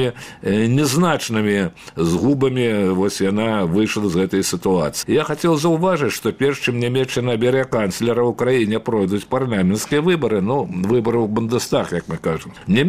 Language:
Belarusian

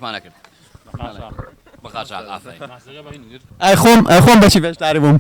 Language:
Central Kurdish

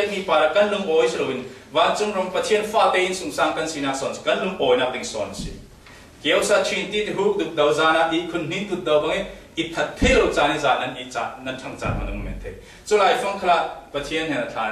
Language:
Falam Chin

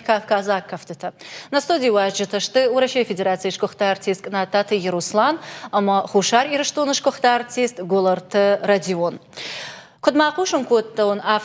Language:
Ossetic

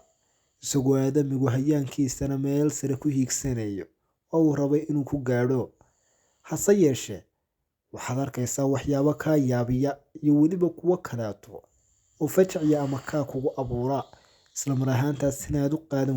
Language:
Somali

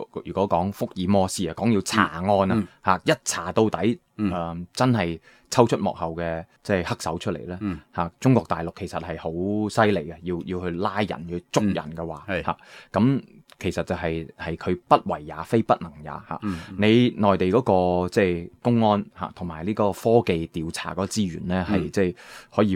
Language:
Cantonese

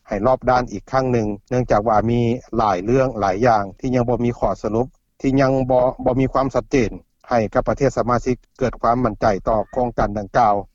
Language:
Lao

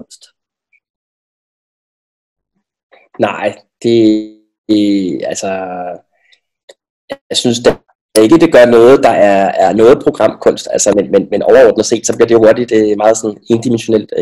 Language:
Danish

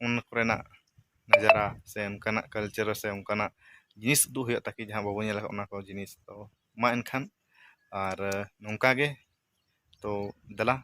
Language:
Santali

